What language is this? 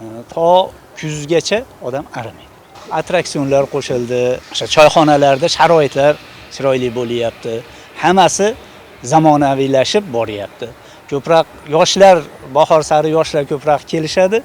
Uzbek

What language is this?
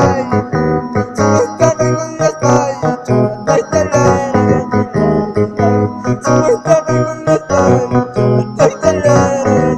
Ayacucho Quechua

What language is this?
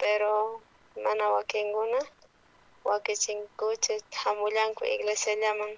South Bolivian Quechua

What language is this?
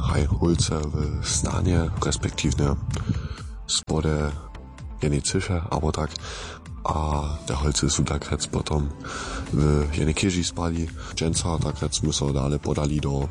Upper Sorbian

